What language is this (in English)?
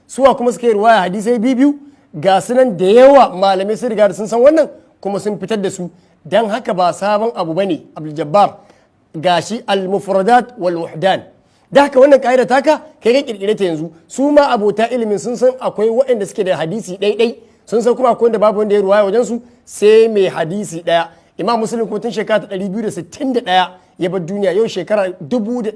Hausa